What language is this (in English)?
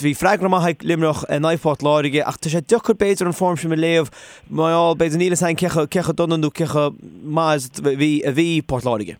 Irish